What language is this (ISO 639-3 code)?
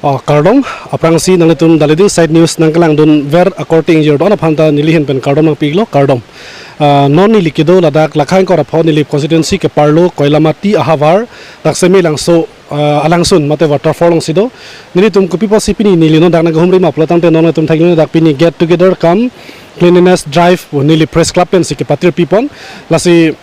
mjw